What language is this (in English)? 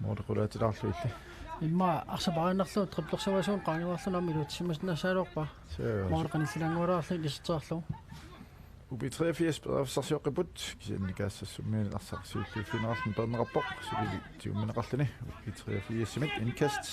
Kalaallisut